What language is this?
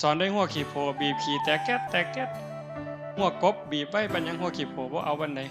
Northeastern Thai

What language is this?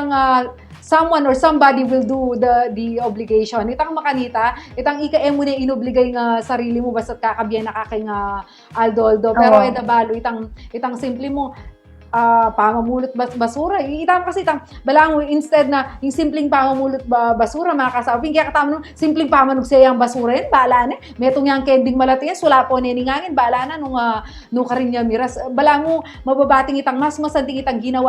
Pampanga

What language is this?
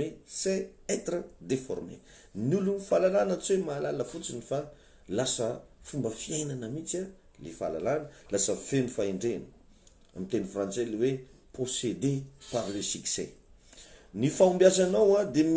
Malagasy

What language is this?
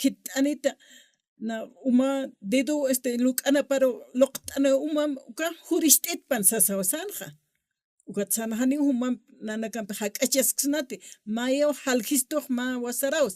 Aymara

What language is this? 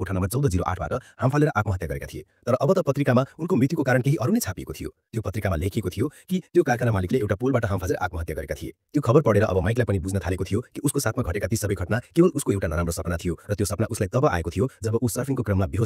Nepali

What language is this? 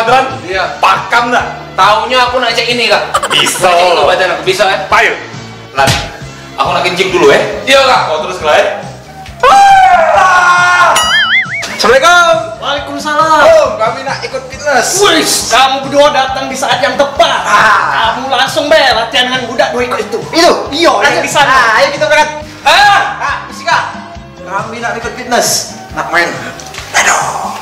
Musi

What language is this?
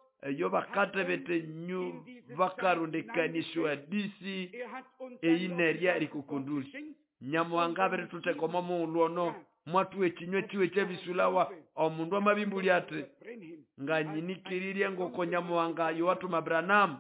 Nande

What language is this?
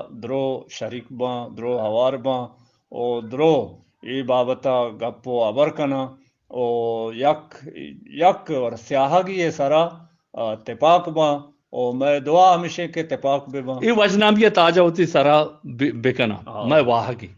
Eastern Balochi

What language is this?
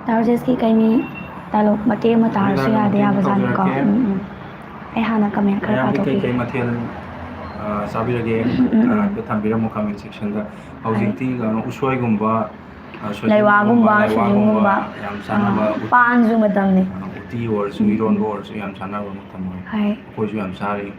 Manipuri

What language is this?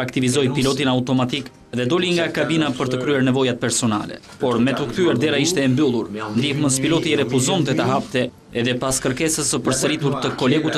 Albanian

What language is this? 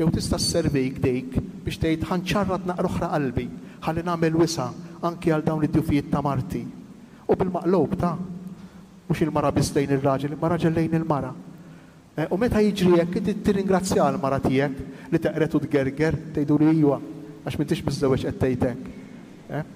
Maltese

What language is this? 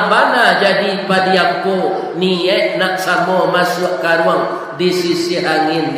Minangkabau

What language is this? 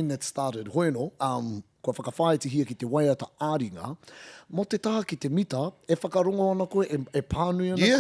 Māori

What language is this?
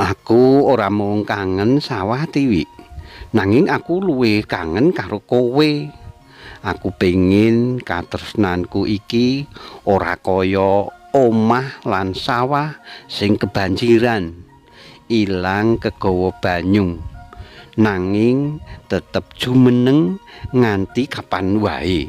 Javanese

